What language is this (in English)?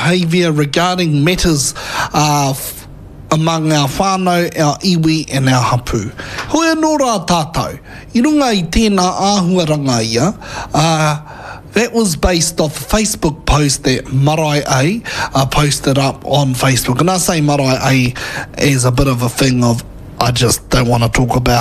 Māori